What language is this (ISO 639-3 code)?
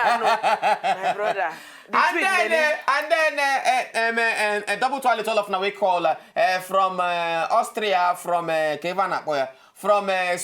pcm